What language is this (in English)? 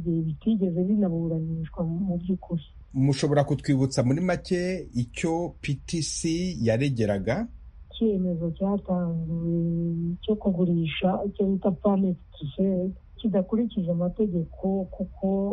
Kinyarwanda